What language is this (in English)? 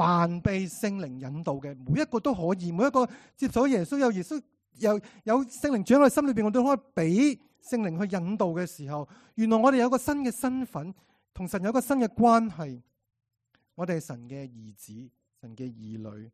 Cantonese